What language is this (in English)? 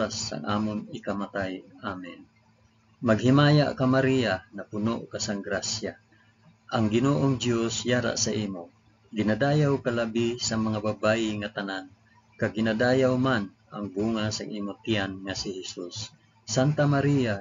Hiligaynon